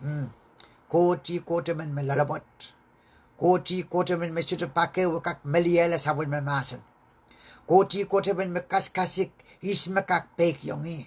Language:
Pohnpeian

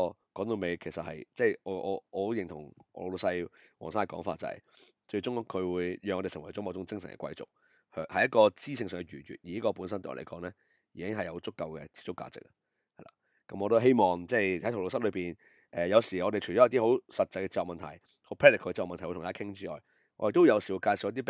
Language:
Cantonese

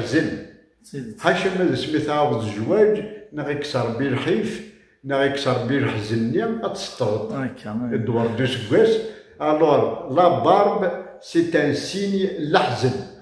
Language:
Kabyle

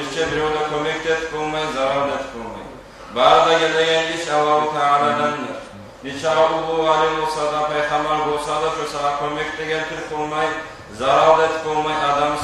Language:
Kumyk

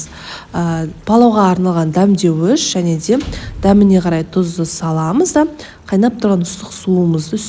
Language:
Kazakh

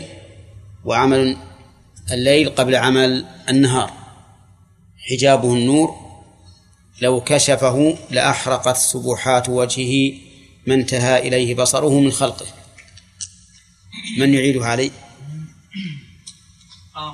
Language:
Arabic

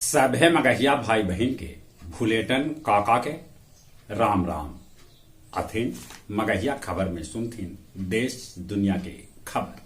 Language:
Magahi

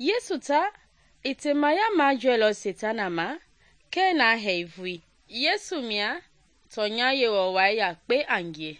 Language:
Mende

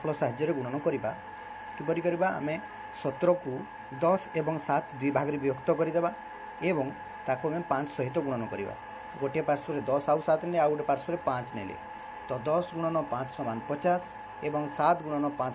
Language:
Odia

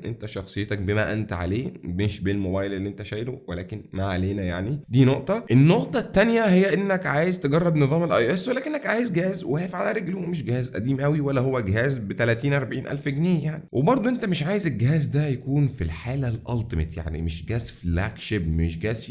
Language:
Egyptian Arabic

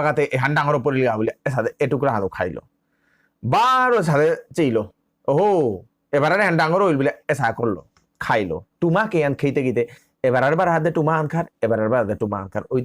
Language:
Bishnupriya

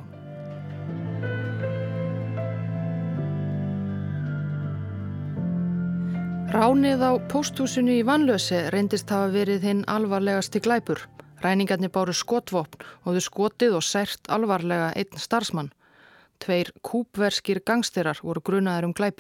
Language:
Icelandic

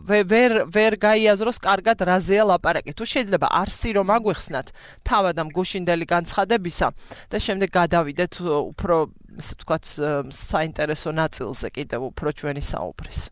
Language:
Georgian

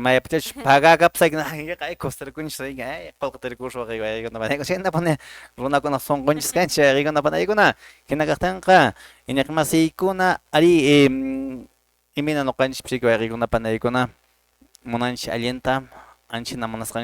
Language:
Quechua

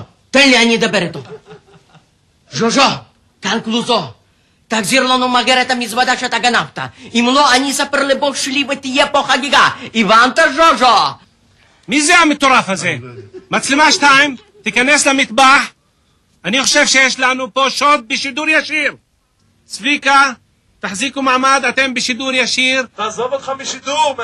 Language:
Hebrew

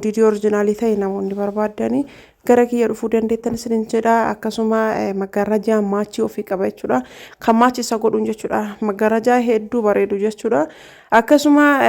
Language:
Oromo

